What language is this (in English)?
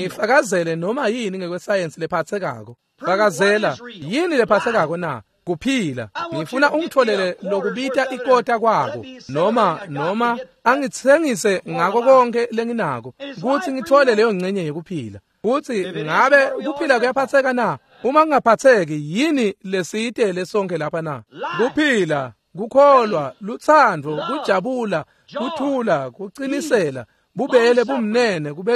Swati